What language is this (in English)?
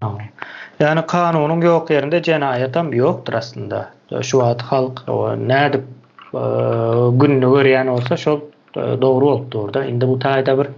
Turkmen